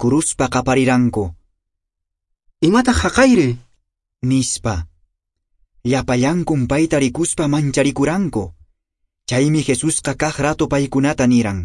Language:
Quechua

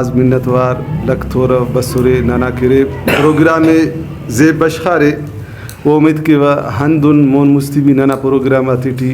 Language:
Brahui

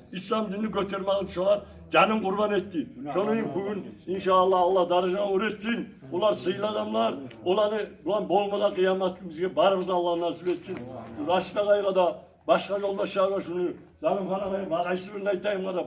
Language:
Kumyk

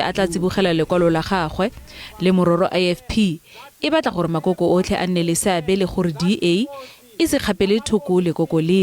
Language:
Tswana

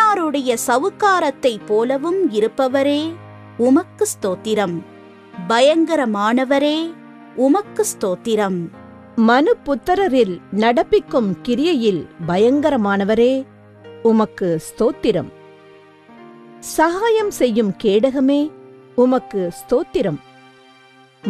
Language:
Tamil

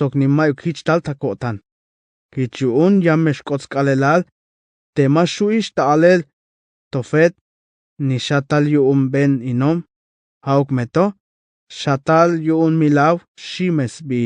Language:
Tzeltal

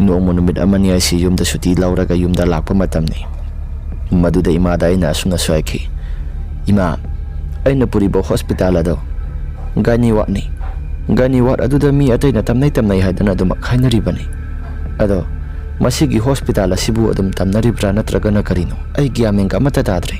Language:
Manipuri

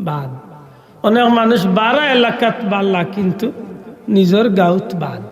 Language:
Sylheti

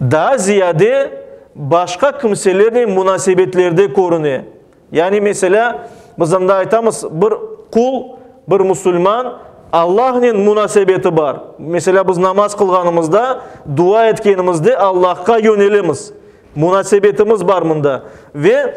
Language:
Crimean Tatar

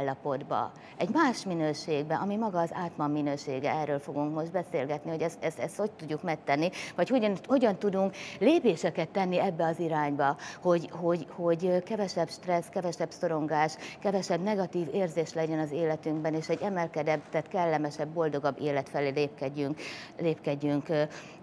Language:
Hungarian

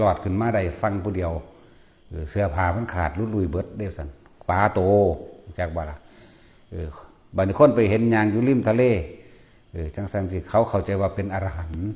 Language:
Northeastern Thai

